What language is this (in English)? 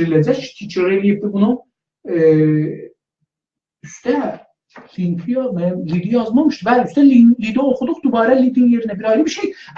South Azerbaijani